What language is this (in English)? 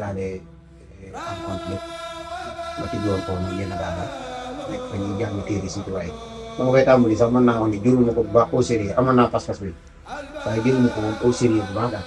Wolof